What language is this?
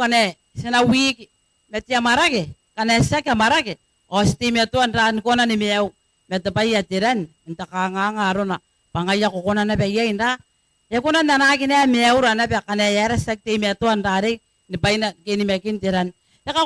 Gilbertese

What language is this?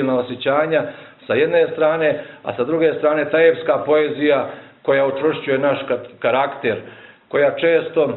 Bosnian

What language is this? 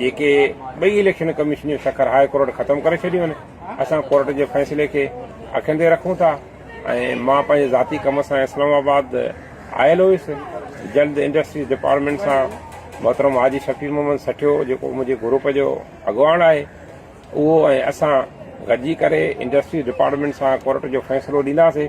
Sindhi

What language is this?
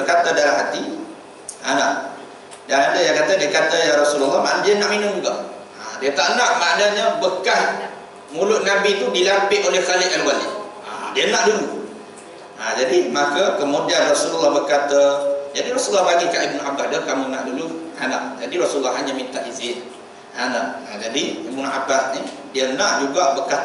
Malay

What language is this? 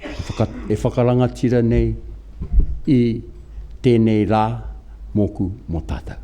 Māori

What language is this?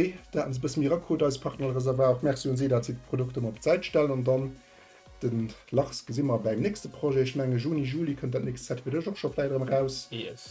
Luxembourgish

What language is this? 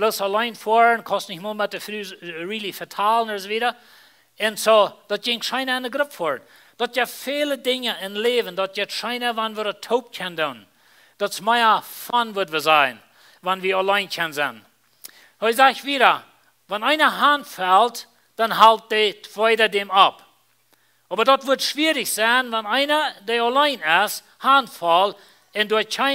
Plautdietsch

